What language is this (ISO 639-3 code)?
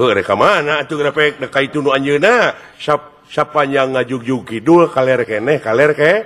sun